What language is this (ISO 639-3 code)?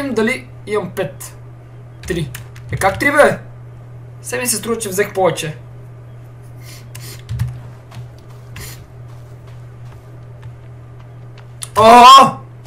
bul